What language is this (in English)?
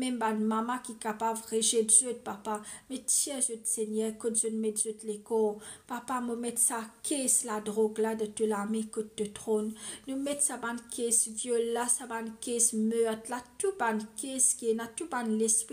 Morisyen